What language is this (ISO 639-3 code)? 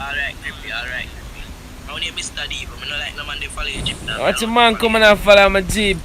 jam